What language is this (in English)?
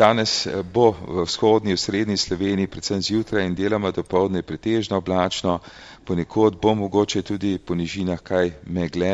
Slovenian